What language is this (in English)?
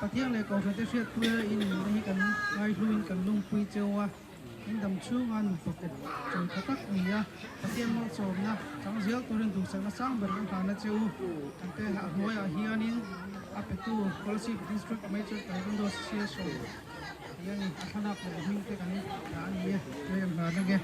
Mizo